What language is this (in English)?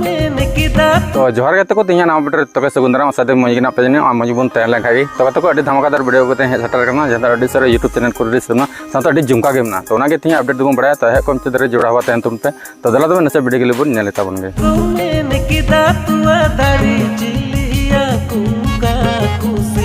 Santali